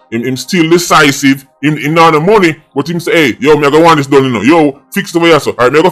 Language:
Jamaican Creole English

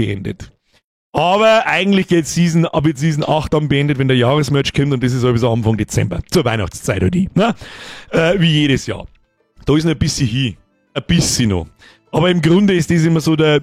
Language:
Bavarian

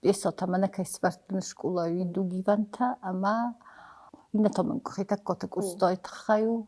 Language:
Ossetic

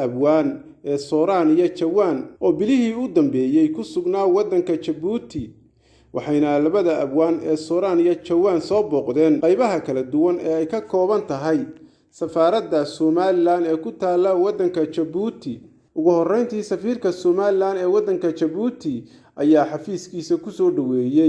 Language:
Somali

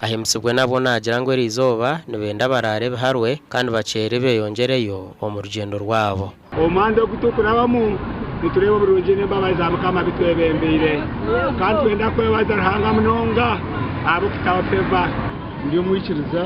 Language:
Nyankole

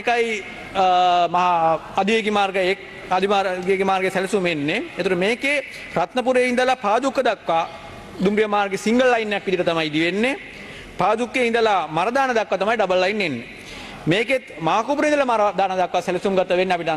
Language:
Sinhala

